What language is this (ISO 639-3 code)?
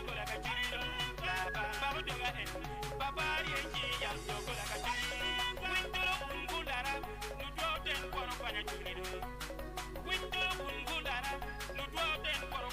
ach